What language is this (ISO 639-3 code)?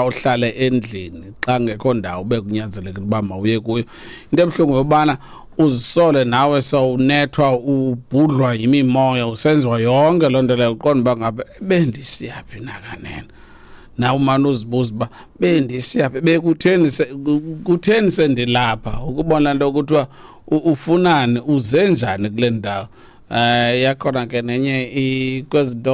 xho